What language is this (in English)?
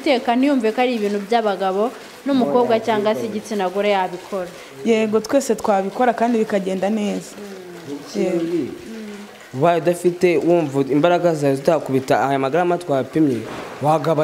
Kinyarwanda